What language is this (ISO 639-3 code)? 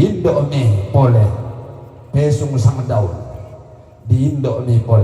sda